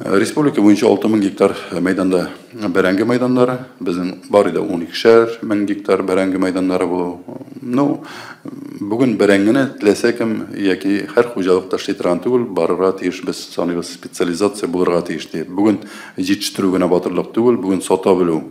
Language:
Tatar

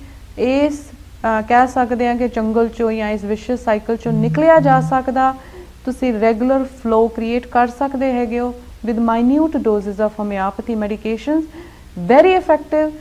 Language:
Punjabi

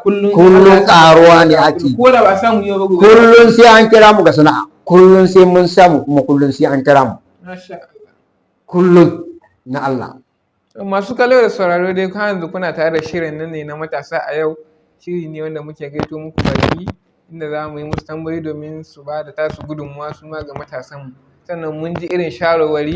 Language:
Hausa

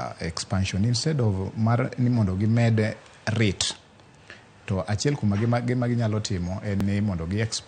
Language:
Luo (Kenya and Tanzania)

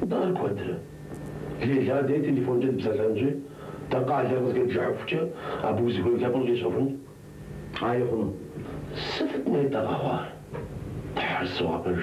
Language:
Kabardian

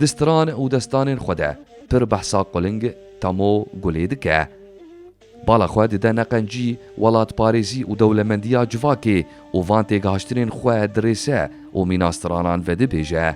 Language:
Kurdish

